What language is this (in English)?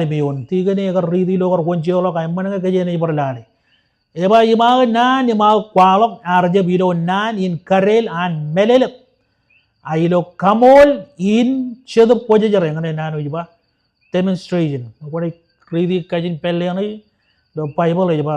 Marshallese